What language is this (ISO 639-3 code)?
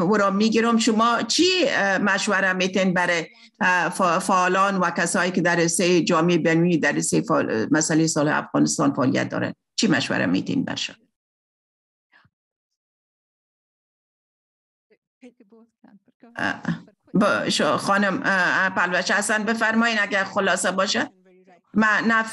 fas